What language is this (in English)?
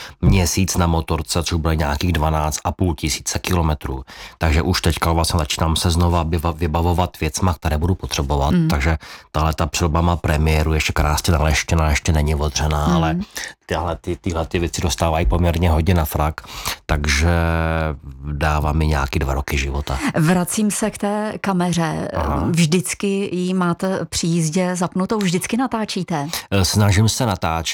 Czech